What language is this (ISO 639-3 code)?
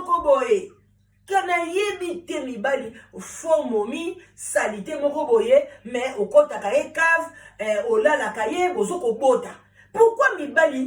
lin